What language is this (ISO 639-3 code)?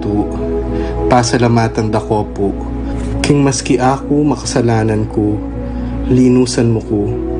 pam